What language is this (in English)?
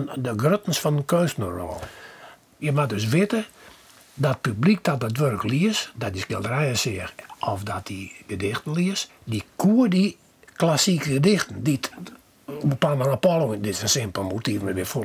Western Frisian